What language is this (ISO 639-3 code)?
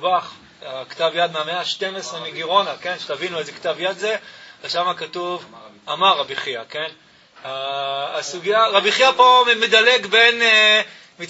heb